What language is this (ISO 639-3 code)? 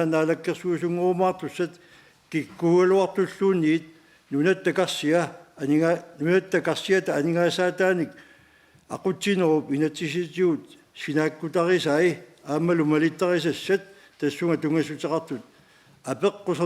kal